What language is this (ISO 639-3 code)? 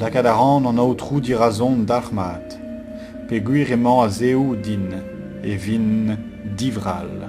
bre